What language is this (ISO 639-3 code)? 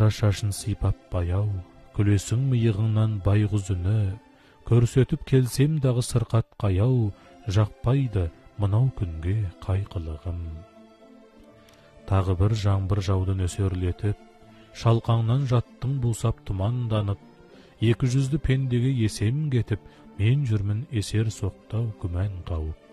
kaz